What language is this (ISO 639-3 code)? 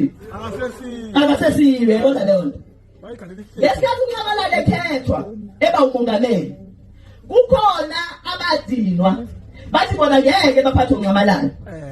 zul